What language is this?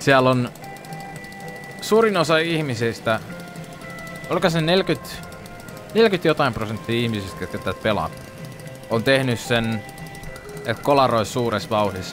Finnish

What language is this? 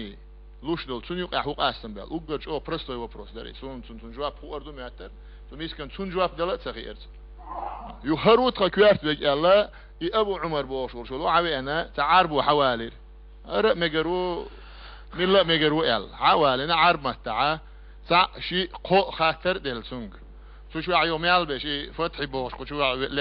Chechen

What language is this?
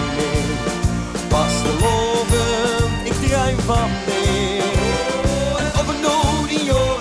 Limburgish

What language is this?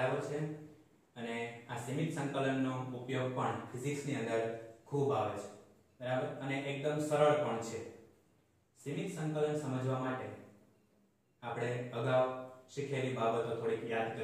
Gujarati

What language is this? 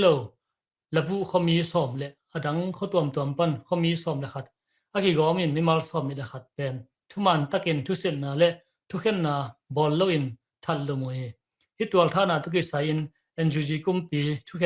Tedim Chin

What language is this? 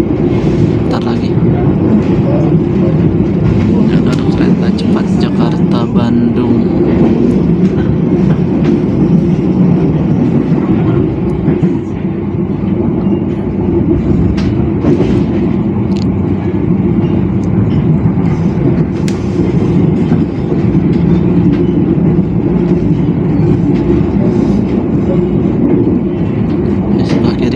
Indonesian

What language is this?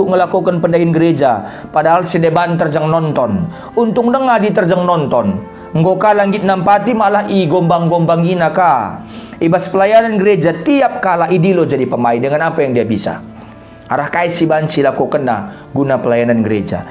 Batak Karo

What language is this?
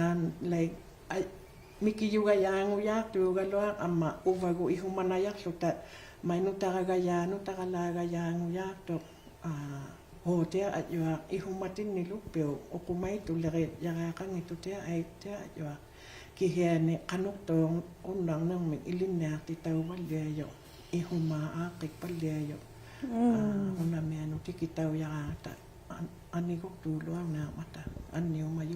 Inuktitut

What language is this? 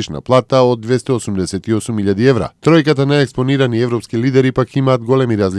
Macedonian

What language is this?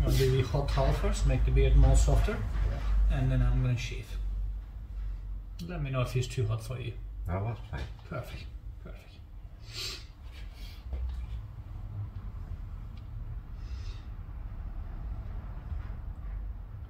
English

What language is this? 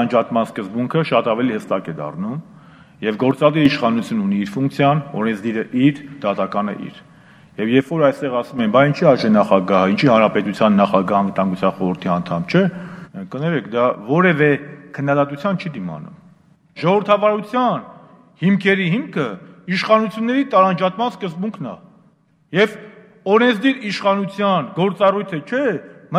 Armenian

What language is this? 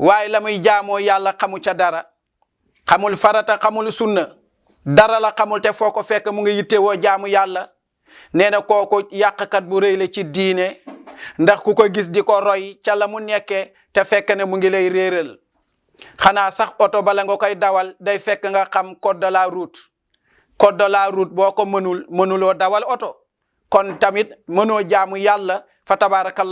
Wolof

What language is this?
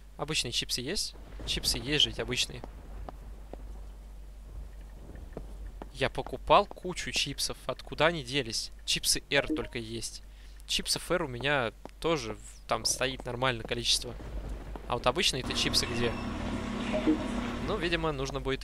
Russian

